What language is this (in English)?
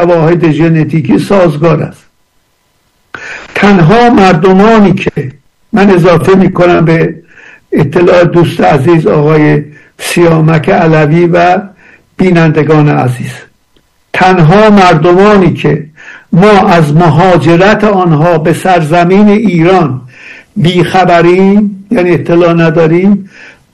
Persian